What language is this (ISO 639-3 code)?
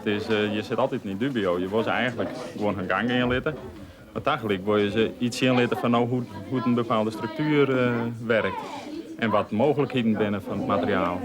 fry